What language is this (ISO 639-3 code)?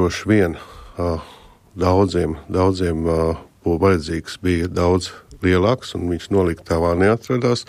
lav